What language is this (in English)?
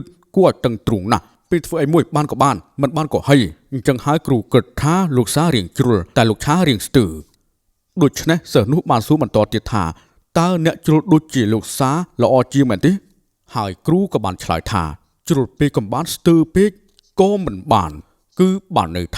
Khmer